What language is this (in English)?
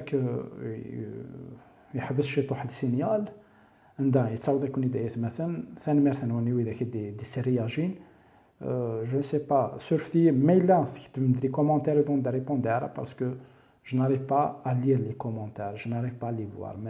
Kabyle